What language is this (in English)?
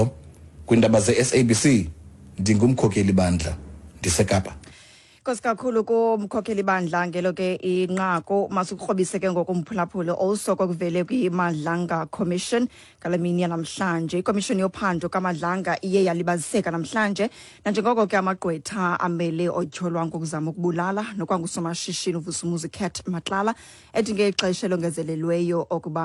Xhosa